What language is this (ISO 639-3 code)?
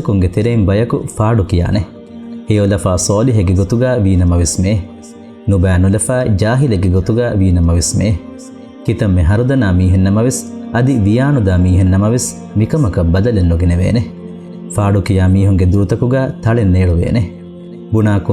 div